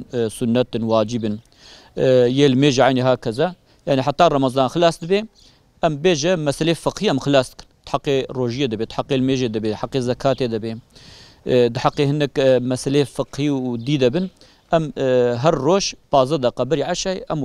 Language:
Kurdish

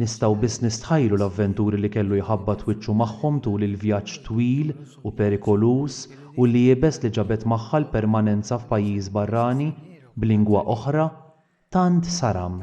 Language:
Maltese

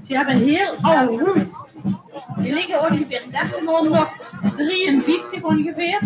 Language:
Limburgish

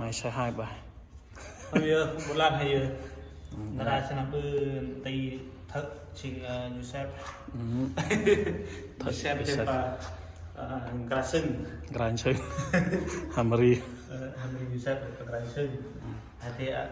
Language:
Central Mnong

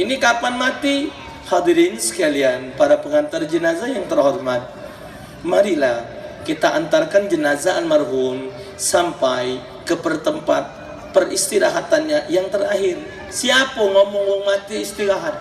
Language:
Musi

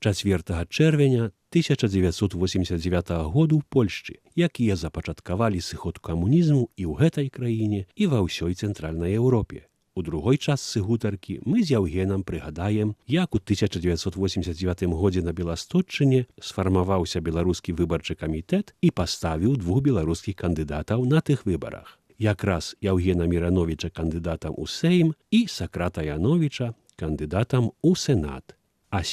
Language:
Belarusian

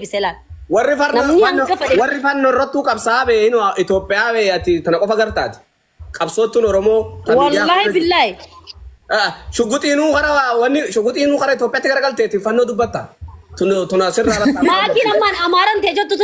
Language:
Oromo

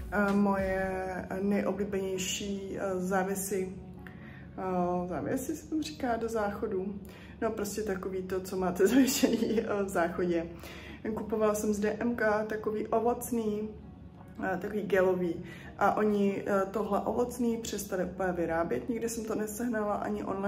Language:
Czech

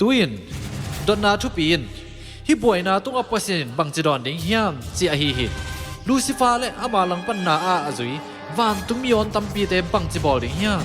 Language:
Tedim Chin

